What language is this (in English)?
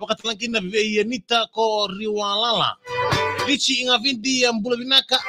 Fijian